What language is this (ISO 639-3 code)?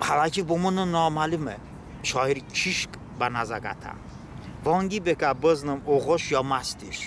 tly